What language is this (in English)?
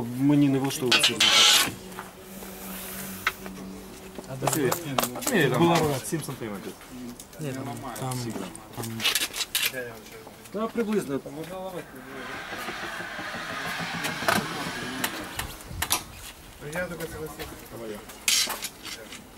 Ukrainian